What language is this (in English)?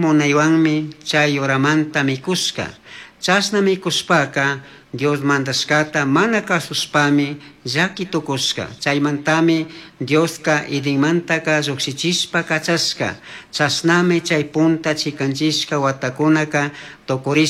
Chimborazo Highland Quichua